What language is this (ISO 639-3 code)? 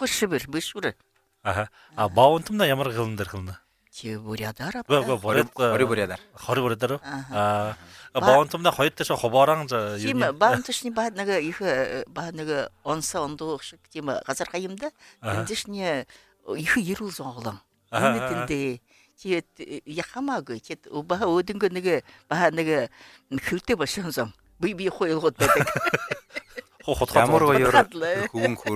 bua